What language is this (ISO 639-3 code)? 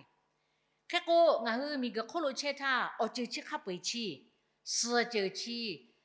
lhu